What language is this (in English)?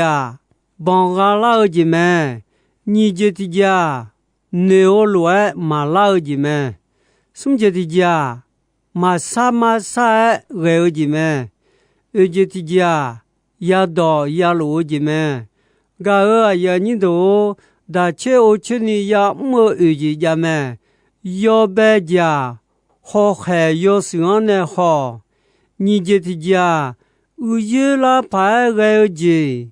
Akha